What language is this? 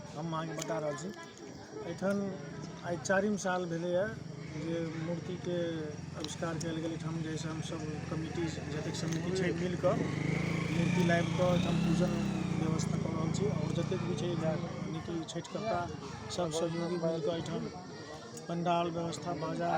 Maithili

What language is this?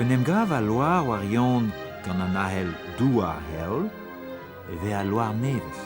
Breton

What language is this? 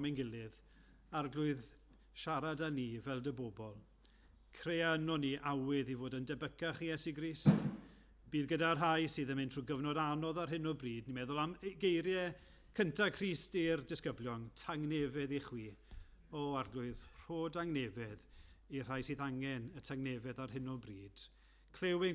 Welsh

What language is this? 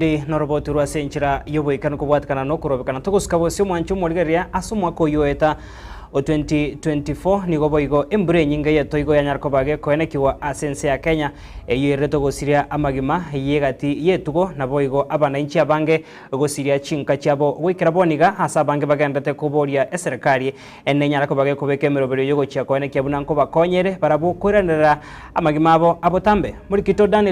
Gusii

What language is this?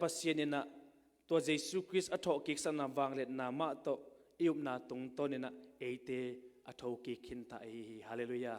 Tedim Chin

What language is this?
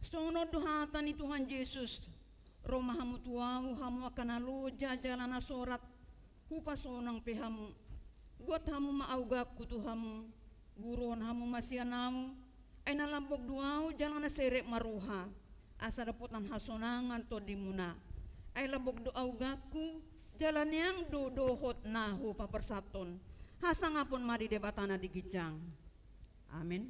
Batak Toba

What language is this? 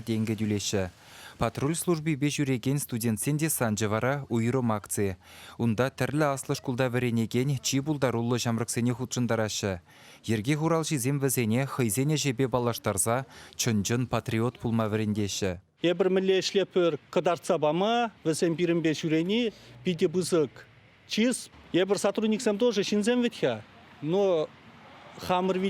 Chuvash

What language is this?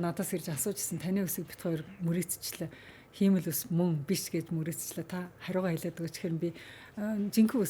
Mongolian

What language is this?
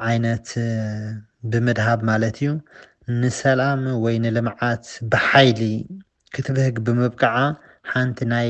Tigrinya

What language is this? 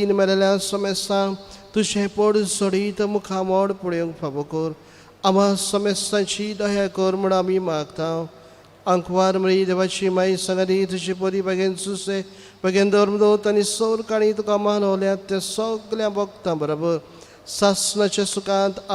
Konkani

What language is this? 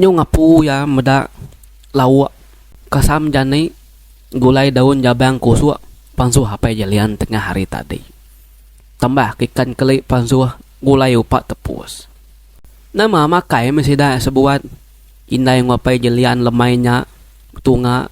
Iban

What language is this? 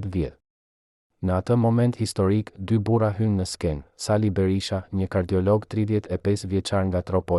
Albanian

